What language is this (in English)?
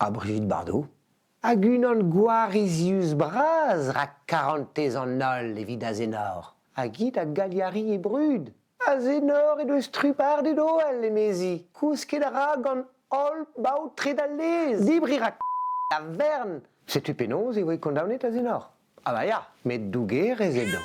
Breton